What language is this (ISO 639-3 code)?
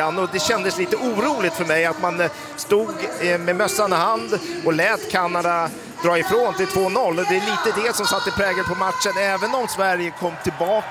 swe